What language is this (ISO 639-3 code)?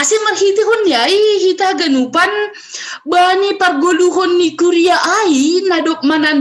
bts